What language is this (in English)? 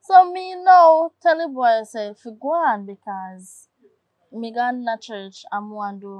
Jamaican Creole English